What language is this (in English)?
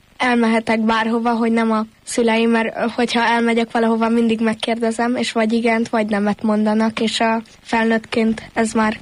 Hungarian